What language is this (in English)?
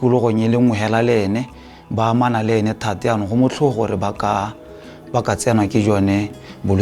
Tswana